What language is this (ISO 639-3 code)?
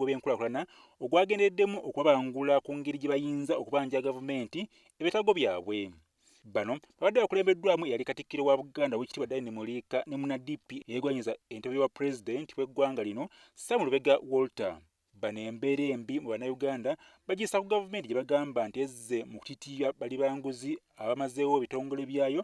lug